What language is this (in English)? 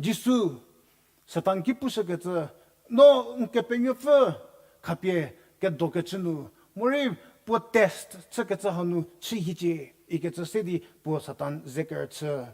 Angami Naga